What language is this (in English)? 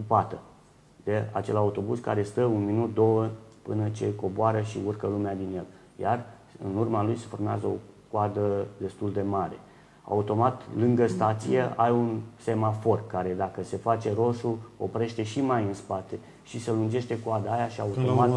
Romanian